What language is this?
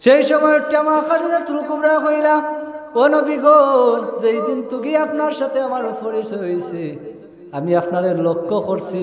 Sylheti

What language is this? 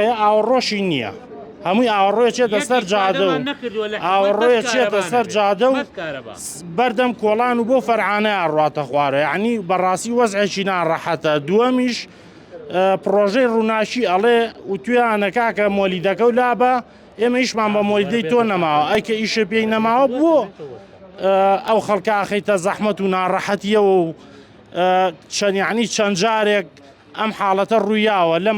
Central Kurdish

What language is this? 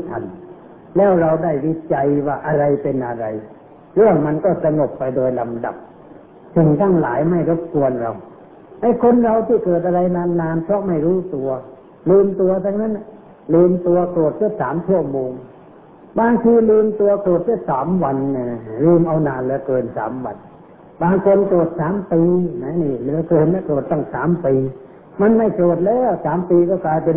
Thai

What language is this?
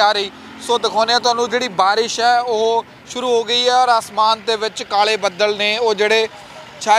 Punjabi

